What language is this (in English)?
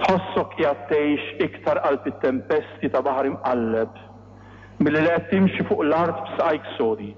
Maltese